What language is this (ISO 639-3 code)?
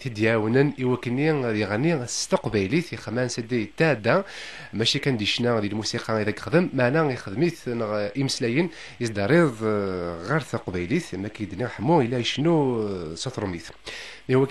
kab